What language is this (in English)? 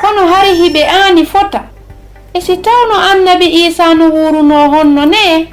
Fula